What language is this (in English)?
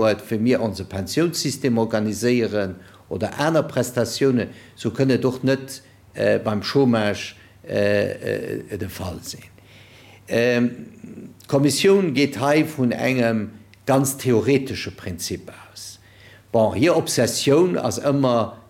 Luxembourgish